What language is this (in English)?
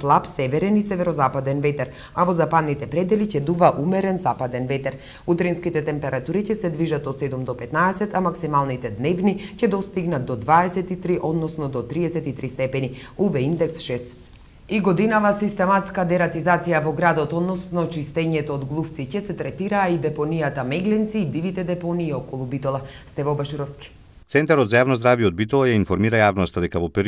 Macedonian